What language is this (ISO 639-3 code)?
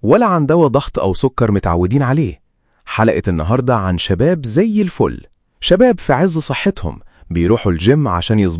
arz